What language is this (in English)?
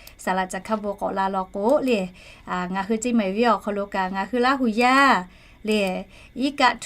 Lahu